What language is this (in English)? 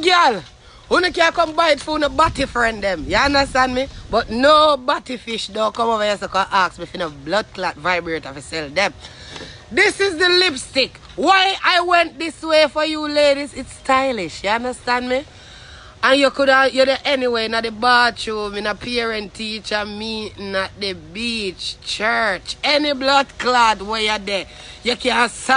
Jamaican Creole English